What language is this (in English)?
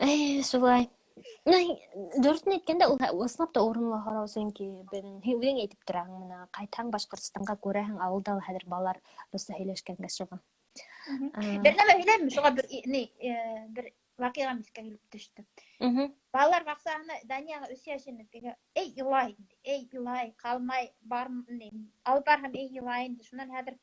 Bashkir